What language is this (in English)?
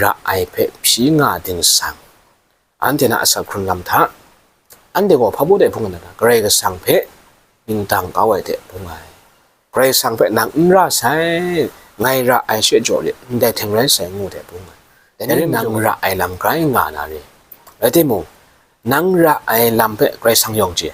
Kachin